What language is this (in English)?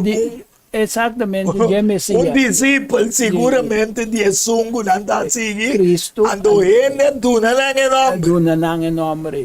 Papiamento